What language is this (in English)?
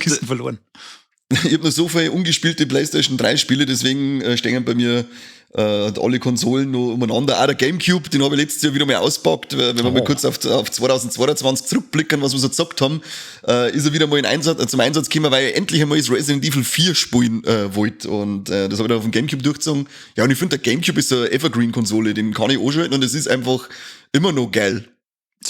Bavarian